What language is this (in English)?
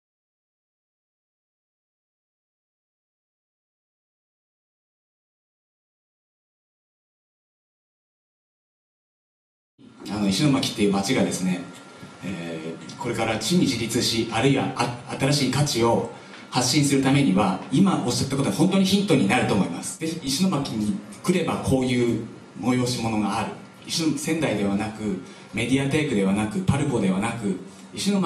Japanese